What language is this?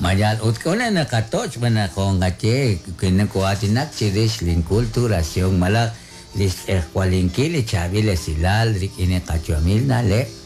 Kekchí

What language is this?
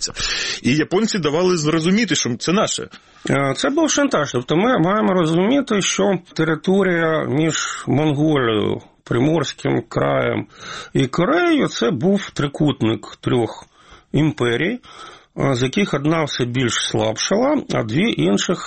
Ukrainian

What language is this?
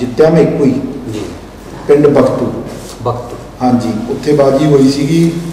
Punjabi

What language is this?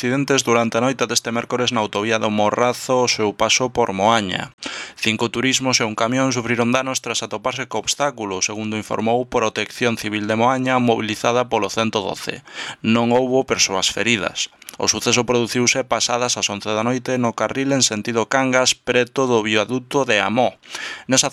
Galician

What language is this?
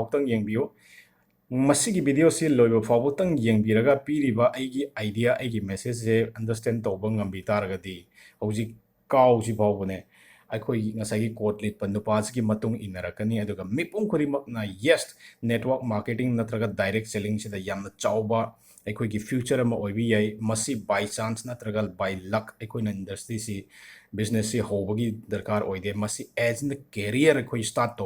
Manipuri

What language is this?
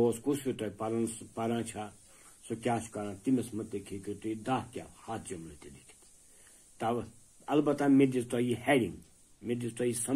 Kashmiri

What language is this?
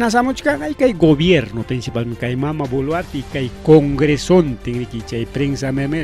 Ayacucho Quechua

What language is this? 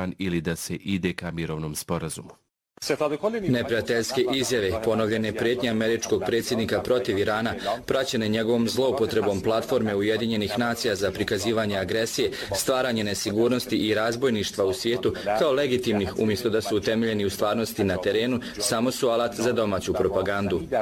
Bosnian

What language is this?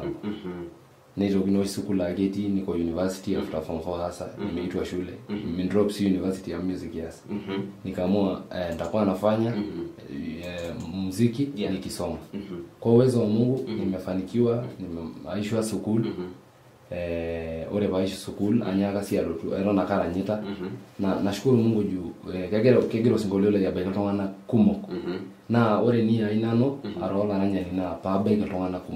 Masai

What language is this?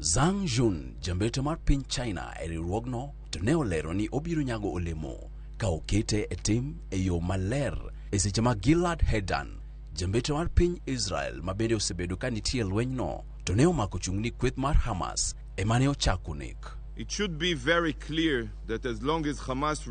Luo (Kenya and Tanzania)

